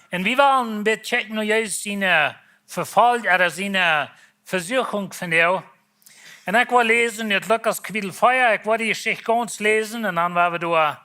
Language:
Plautdietsch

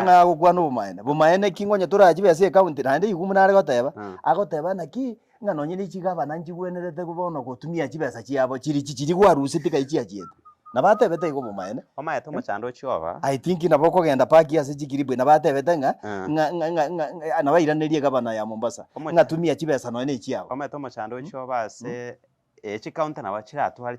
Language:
Gusii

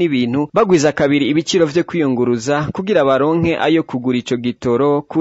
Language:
Rundi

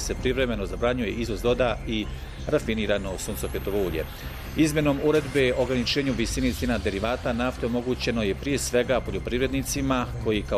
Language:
Bosnian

